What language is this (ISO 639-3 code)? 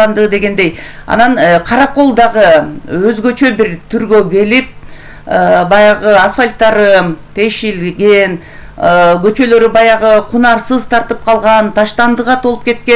kir